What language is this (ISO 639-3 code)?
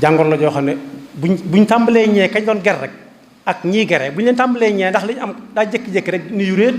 wol